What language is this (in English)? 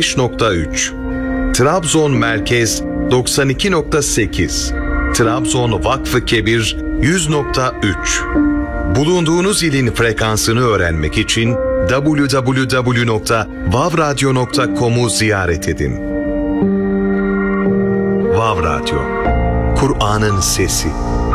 Turkish